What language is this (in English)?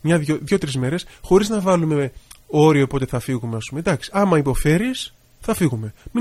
Greek